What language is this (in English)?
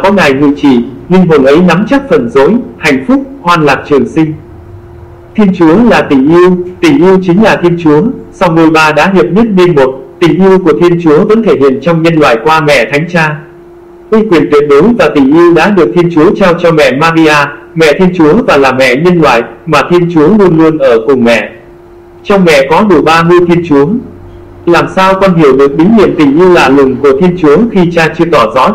Vietnamese